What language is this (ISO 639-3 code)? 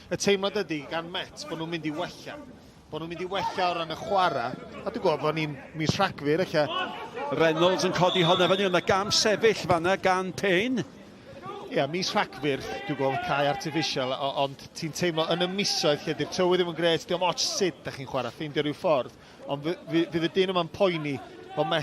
cym